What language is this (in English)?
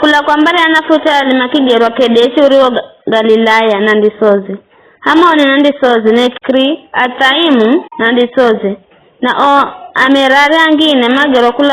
Giryama